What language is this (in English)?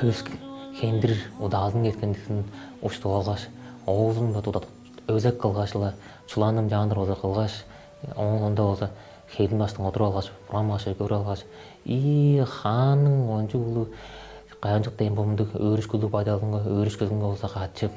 Tuvinian